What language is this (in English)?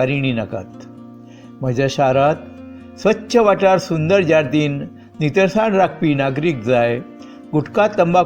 Konkani